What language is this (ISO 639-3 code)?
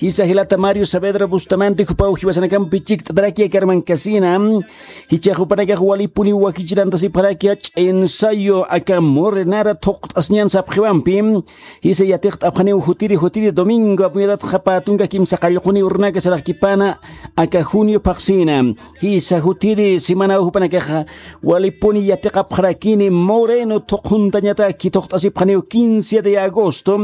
aym